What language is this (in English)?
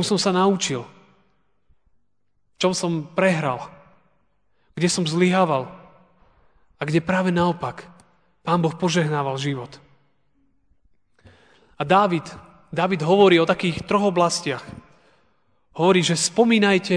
Slovak